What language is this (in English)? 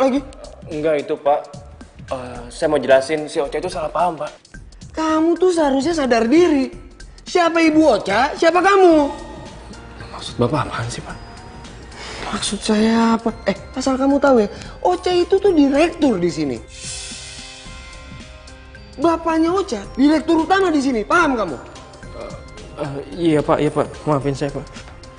Indonesian